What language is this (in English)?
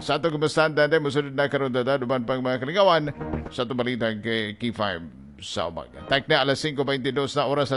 Cebuano